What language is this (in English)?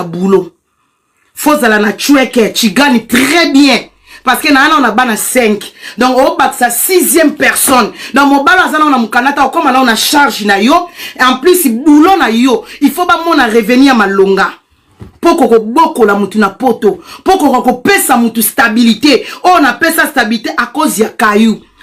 Lingala